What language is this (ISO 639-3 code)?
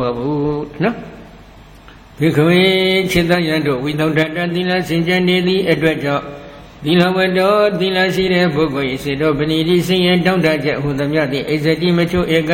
mya